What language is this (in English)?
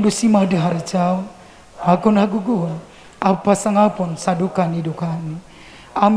Batak Simalungun